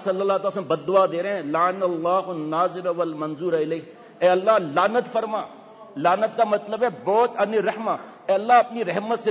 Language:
Urdu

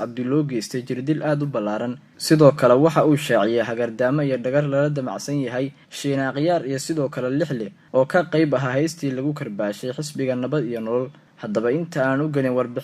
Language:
Somali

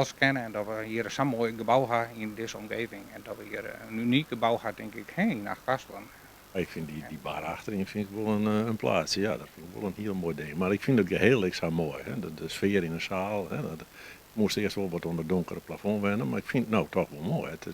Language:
Western Frisian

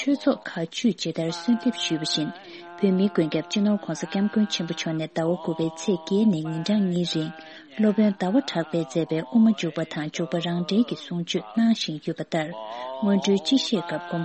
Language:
Tibetan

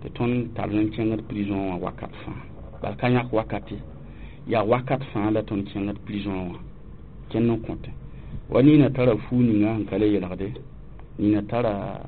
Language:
Mossi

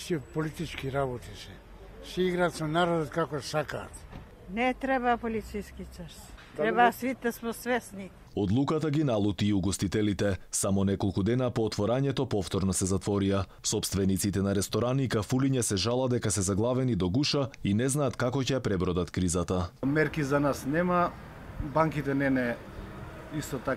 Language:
Macedonian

